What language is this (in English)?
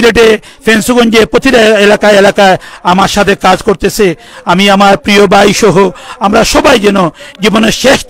Sylheti